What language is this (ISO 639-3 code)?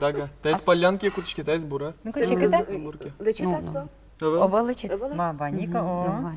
udm